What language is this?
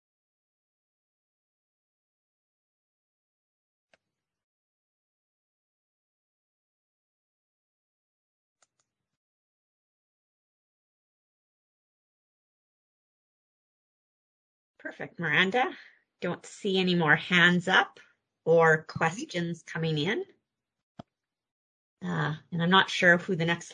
English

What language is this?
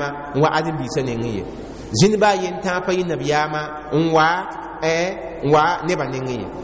Mossi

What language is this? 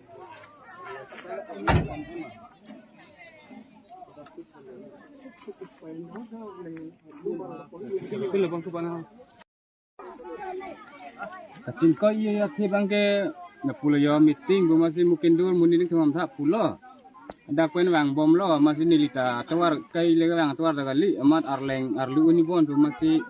Karbi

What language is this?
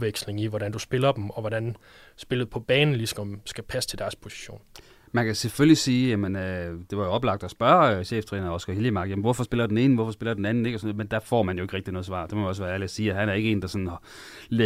Danish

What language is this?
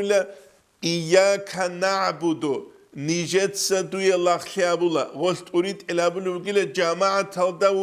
Avaric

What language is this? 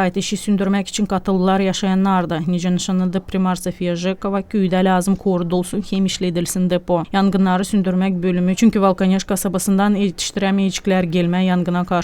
Gagauz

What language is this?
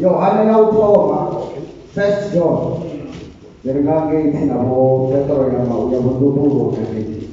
Venda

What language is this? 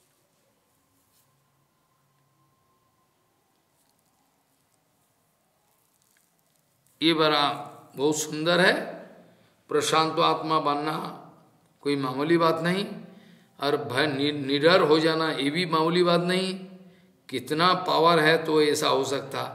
Hindi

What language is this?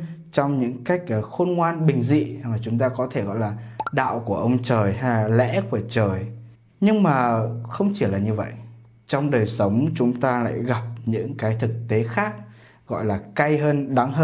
Vietnamese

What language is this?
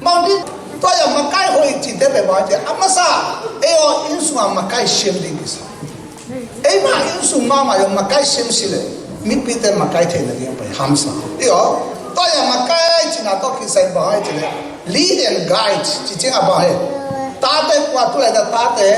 Tedim Chin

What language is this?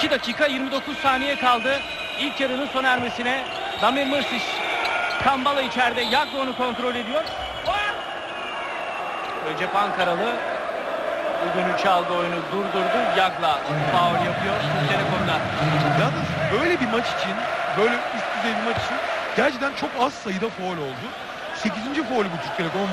Turkish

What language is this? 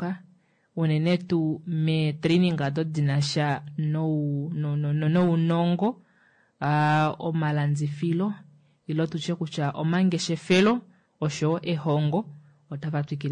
Kuanyama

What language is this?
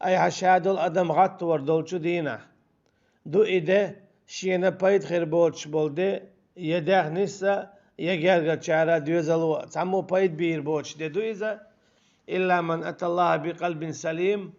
Chechen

